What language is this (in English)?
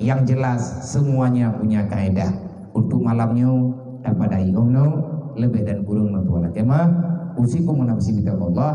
Achinese